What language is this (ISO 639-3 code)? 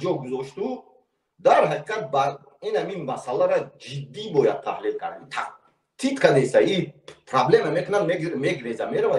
tgk